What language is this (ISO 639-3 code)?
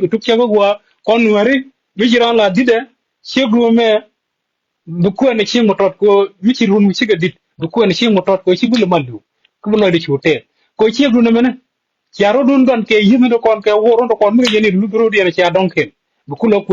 nus